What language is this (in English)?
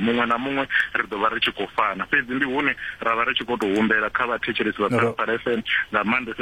Venda